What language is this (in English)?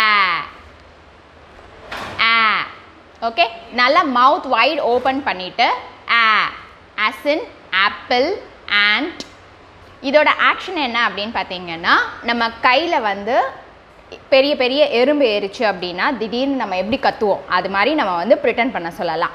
Tamil